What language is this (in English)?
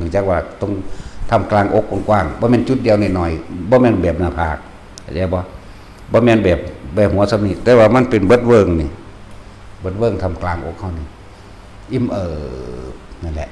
Northeastern Thai